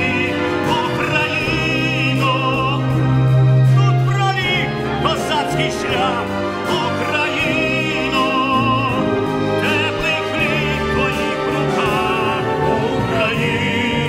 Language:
Ukrainian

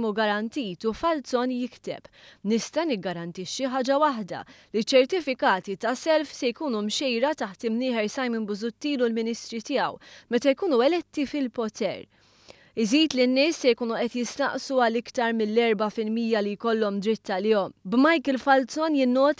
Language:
Maltese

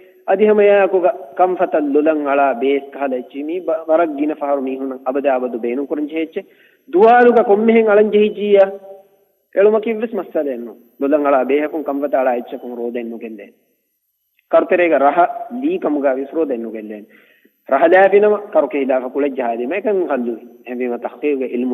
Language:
Divehi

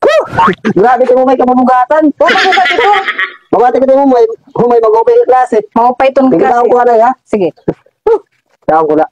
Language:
Waray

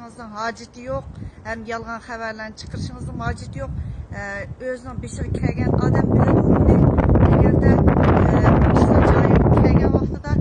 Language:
Uyghur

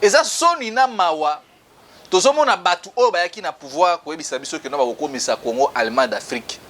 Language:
Lingala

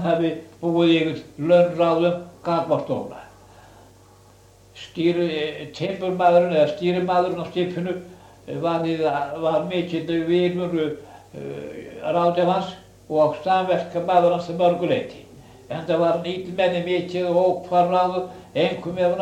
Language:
Icelandic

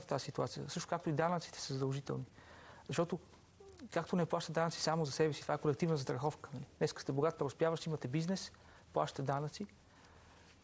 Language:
Bulgarian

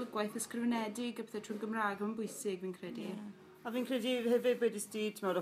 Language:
Welsh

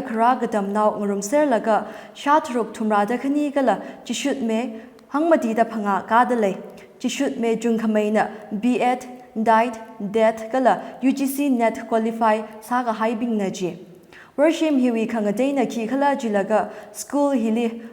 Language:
Tangkhul Naga (India)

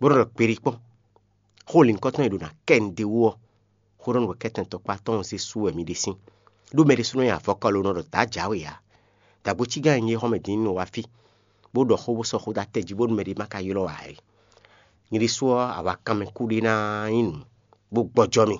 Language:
Fon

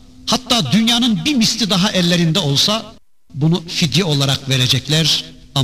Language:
Turkish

